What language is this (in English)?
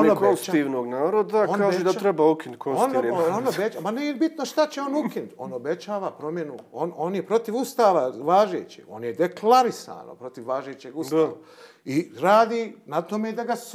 Bosnian